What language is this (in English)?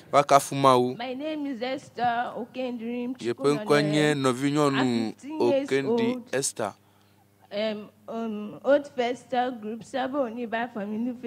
Ewe